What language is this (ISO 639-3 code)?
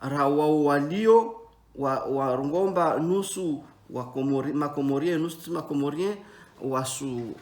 zdj